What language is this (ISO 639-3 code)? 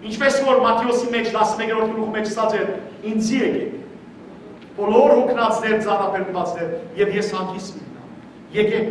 hyw